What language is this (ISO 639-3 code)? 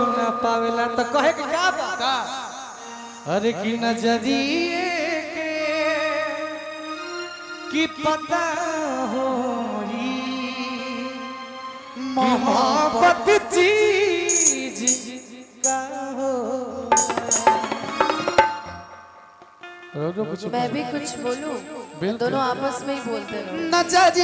bho